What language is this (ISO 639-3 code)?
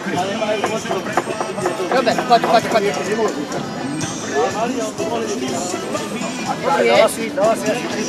slk